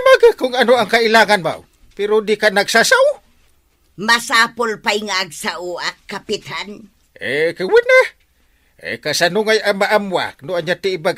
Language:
Iloko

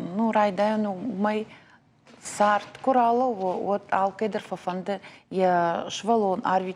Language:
Ossetic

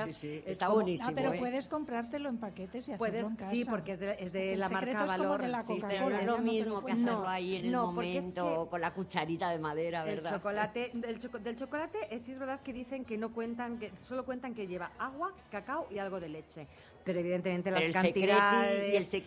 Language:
Spanish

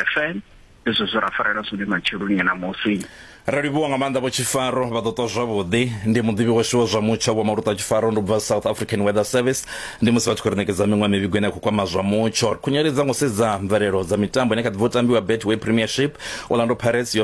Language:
Venda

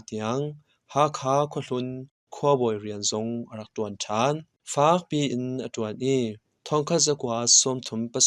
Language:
Hakha Chin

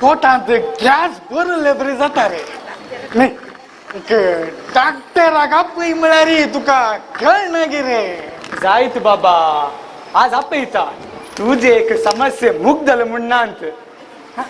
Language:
Konkani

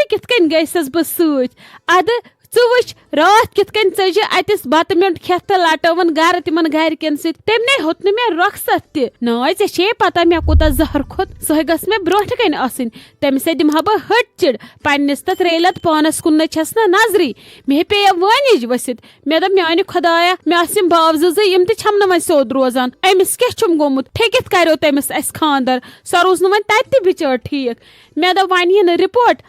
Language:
Kashmiri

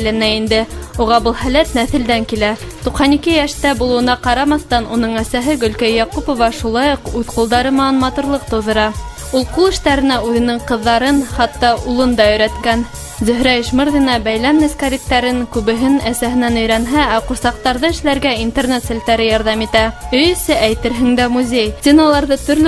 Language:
Bashkir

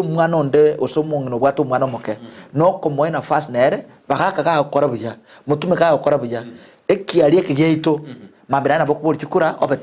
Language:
Gusii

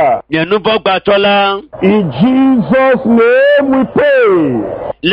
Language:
Ewe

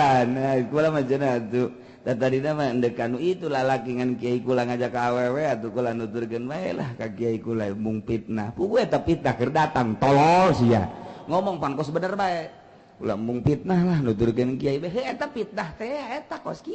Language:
Sundanese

